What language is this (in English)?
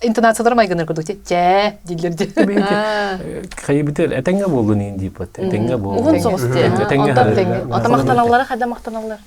Yakut